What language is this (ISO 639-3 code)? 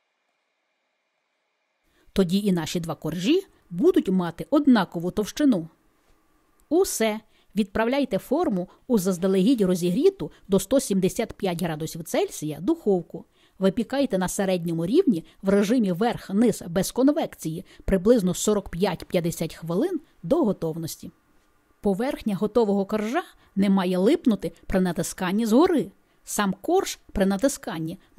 ukr